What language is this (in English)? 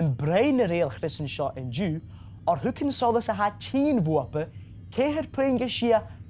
Scottish Gaelic